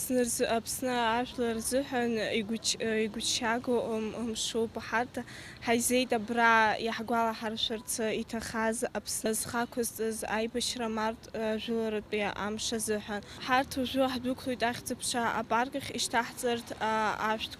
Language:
Abkhazian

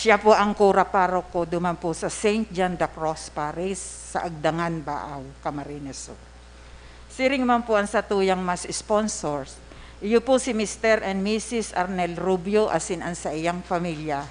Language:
Bikol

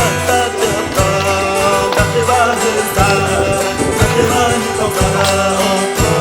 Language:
Xavánte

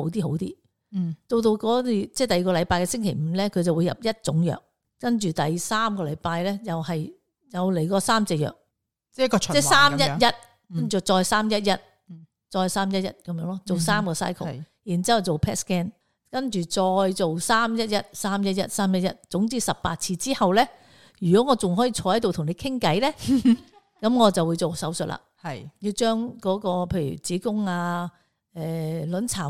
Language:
Cantonese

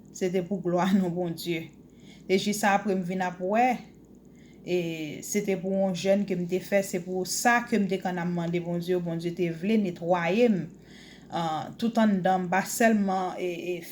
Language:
Haitian Creole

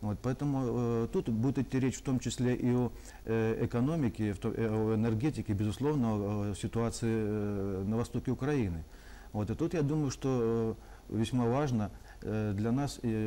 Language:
Russian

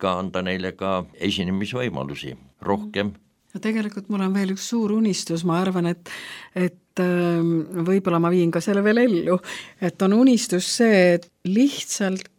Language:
Estonian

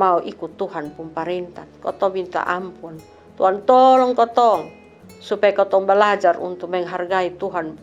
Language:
Kupang Malay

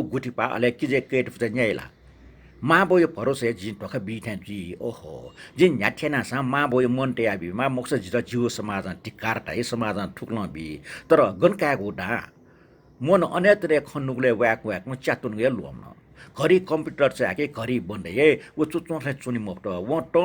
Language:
Newari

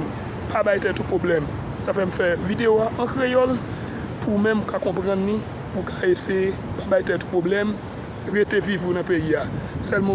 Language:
Haitian Creole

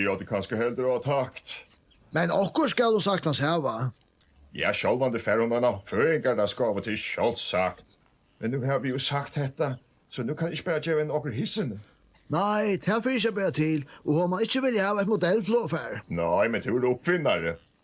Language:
Faroese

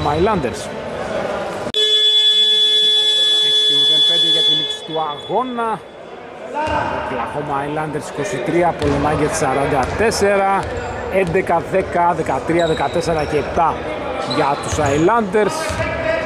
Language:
Greek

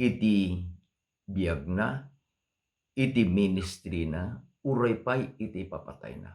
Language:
Iloko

